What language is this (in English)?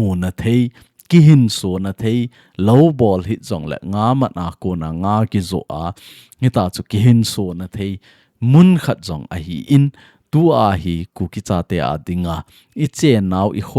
Thado Chin